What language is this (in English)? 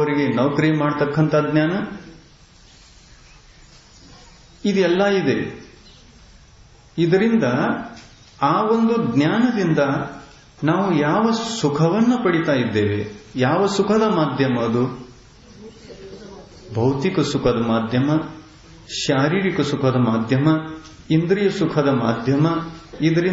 Kannada